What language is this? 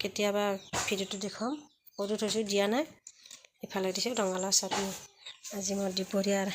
Assamese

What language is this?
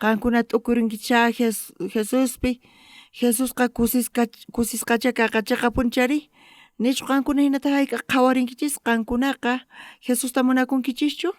South Bolivian Quechua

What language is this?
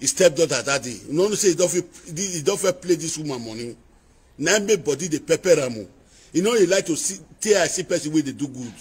Nigerian Pidgin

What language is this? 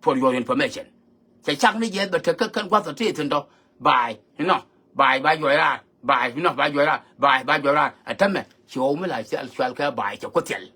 Nuer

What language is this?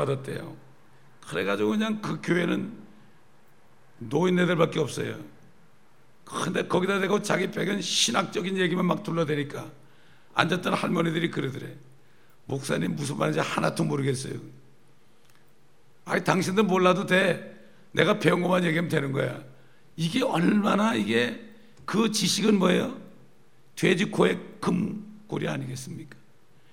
Korean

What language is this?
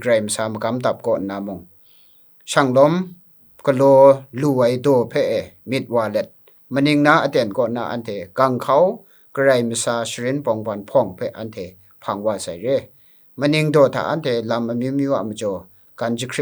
Kachin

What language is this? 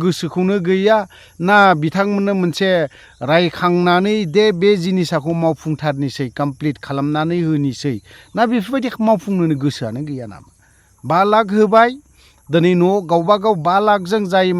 Bodo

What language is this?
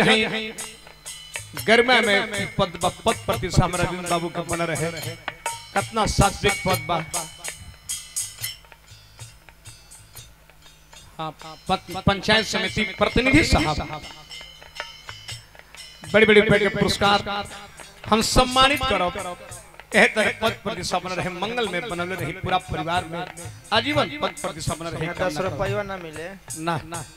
Bhojpuri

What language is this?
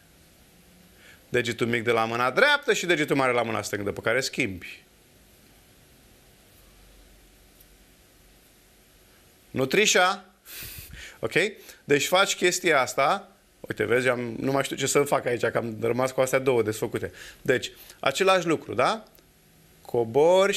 Romanian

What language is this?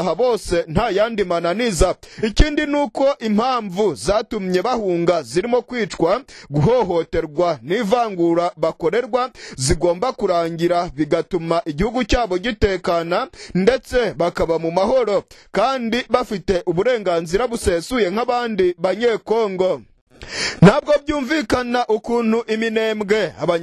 Kinyarwanda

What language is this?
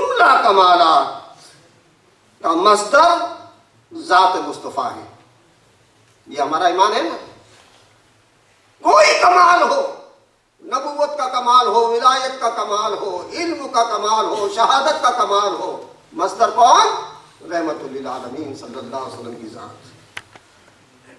Urdu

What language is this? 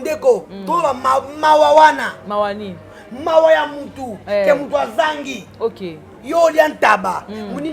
Lingala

